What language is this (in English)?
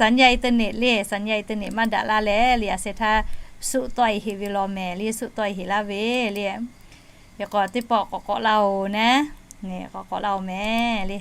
Lahu